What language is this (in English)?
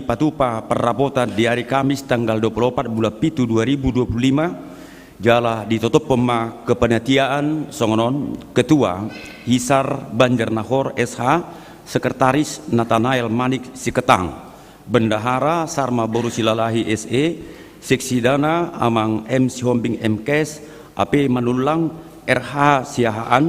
Batak Toba